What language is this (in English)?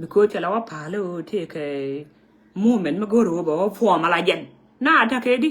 Nuer